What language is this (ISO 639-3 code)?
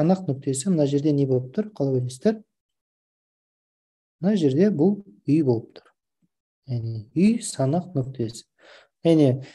kaz